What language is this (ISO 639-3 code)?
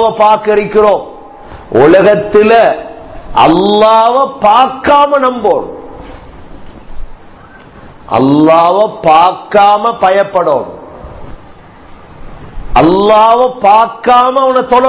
tam